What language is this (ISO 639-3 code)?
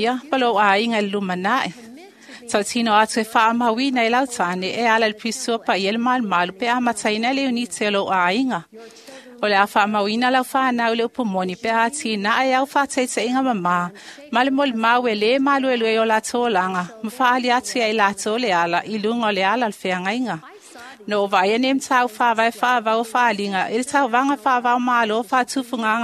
smo